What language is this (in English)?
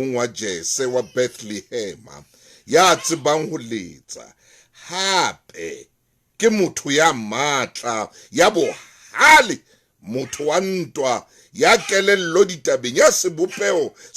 Southern Sotho